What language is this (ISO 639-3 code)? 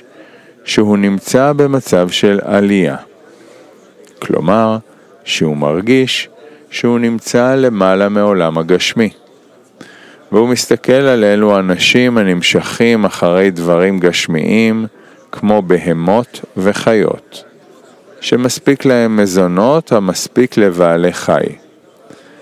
heb